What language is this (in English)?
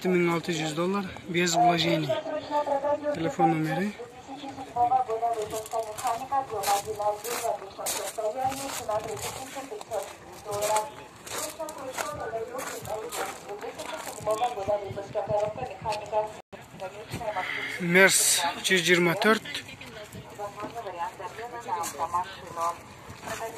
Kyrgyz